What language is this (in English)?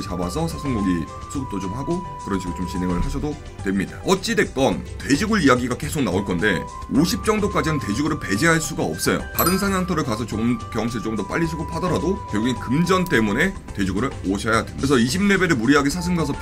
Korean